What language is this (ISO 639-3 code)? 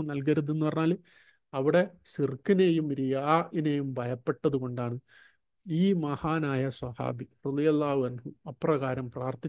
mal